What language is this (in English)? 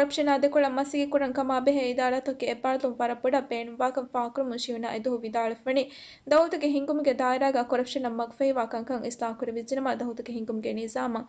Divehi